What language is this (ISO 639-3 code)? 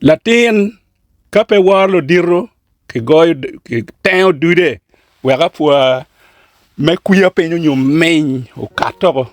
ach